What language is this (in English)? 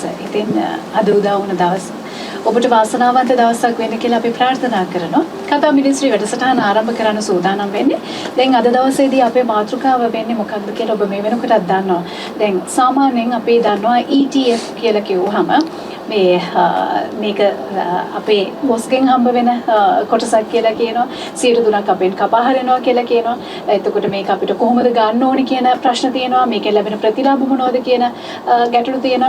Sinhala